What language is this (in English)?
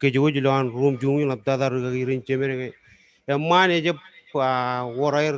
Marshallese